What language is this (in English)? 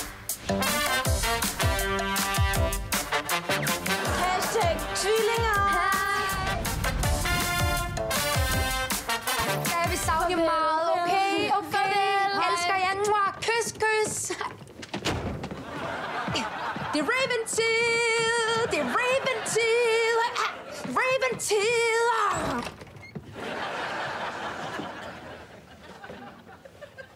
Danish